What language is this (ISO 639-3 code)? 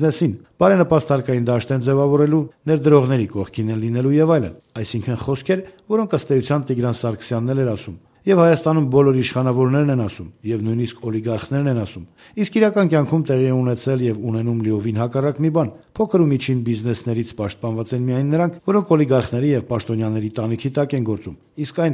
hye